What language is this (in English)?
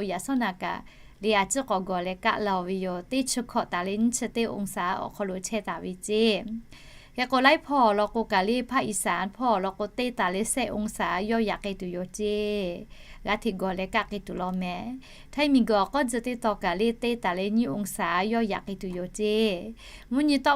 Lahu